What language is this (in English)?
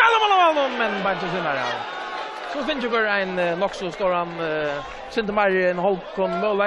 Faroese